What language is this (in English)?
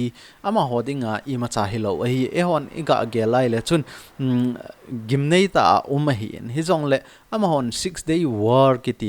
Thado Chin